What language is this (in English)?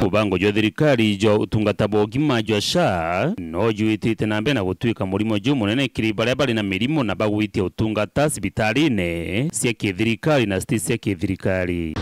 Meru